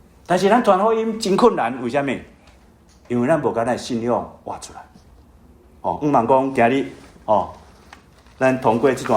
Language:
Min Nan Chinese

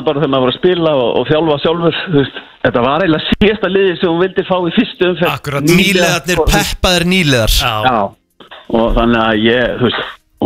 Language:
Icelandic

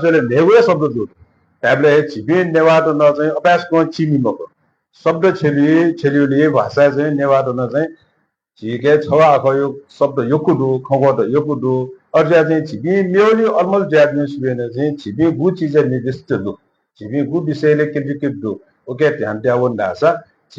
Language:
Newari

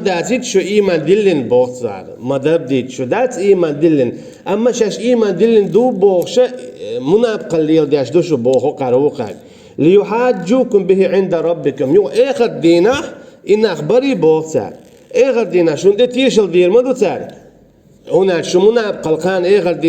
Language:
Chechen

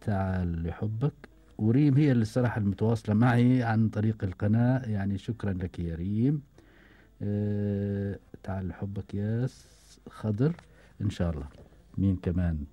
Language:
Gulf Arabic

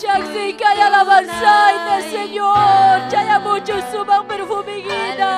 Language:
Ayacucho Quechua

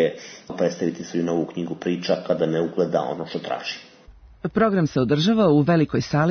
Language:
Serbian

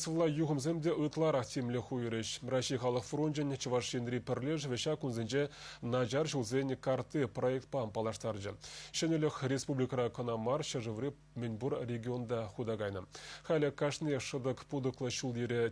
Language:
Chuvash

